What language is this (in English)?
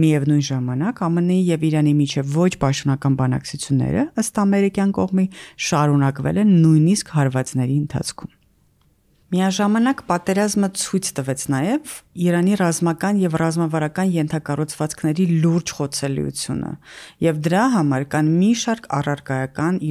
Armenian